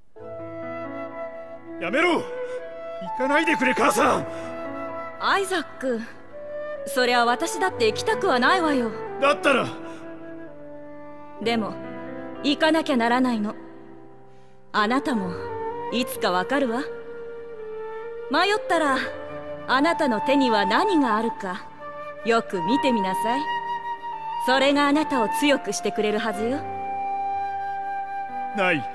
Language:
Japanese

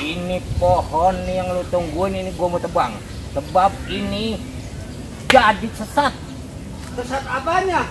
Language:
Betawi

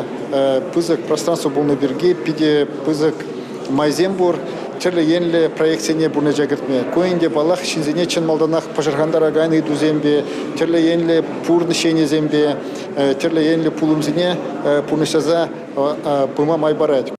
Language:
Chuvash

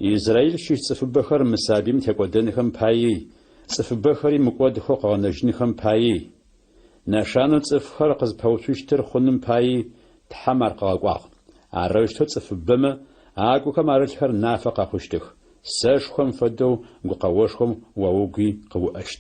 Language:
Adyghe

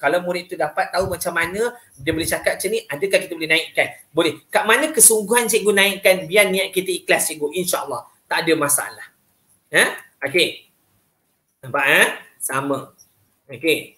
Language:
Malay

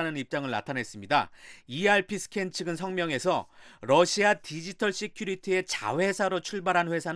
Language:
Korean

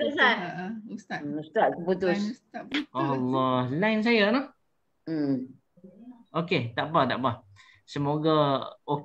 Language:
Malay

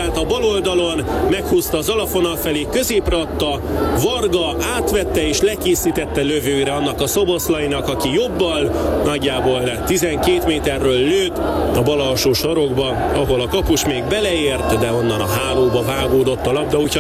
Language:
Hungarian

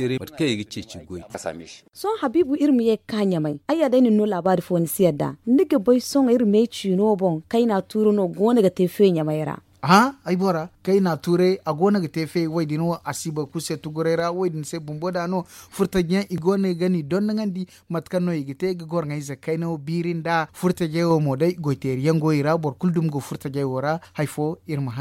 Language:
Zarma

